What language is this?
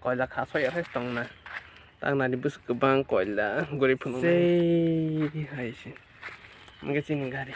Kok Borok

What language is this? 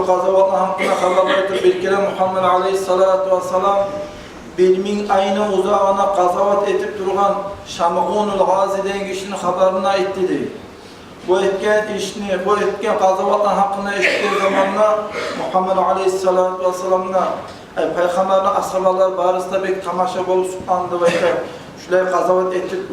Kumyk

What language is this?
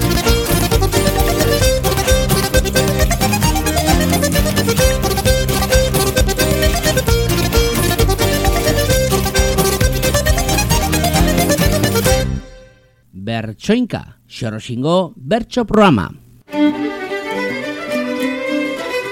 Basque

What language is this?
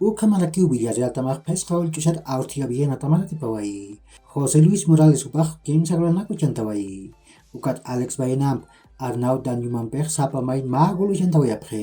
Aymara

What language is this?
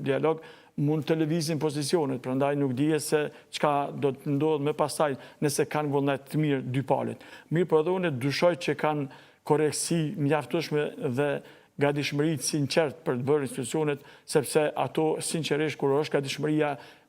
Albanian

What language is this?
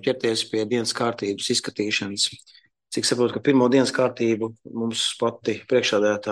Latvian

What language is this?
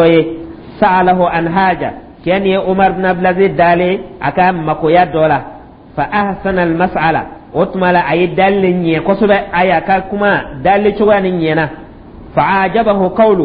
Dyula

